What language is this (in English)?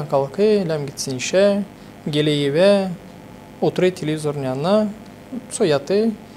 Gagauz